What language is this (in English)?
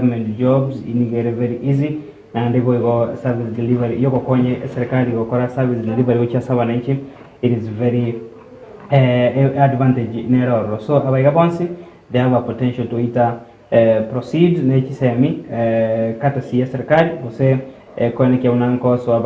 Gusii